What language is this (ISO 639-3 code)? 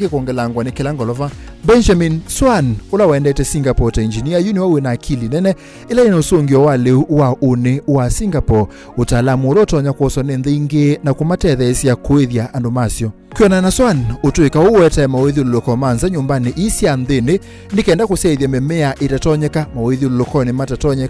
kam